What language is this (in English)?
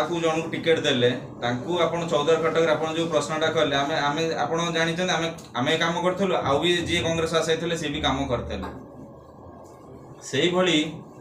Odia